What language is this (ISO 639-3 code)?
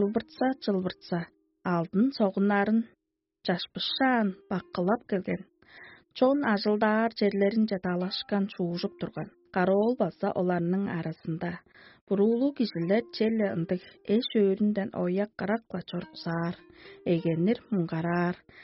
tyv